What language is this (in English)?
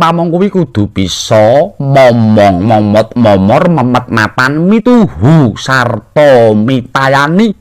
Javanese